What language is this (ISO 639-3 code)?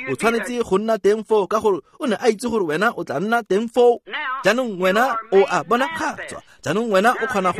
tsn